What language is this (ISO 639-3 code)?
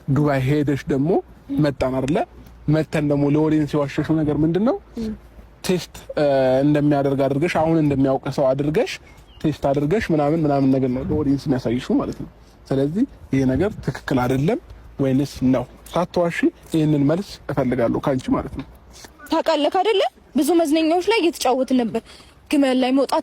amh